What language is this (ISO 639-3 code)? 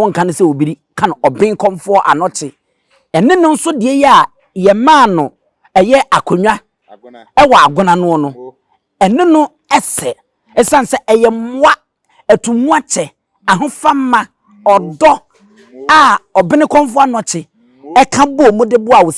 aka